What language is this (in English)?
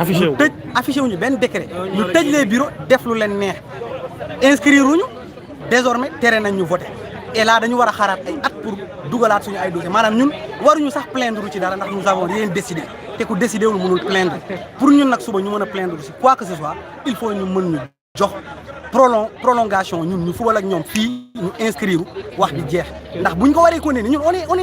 Wolof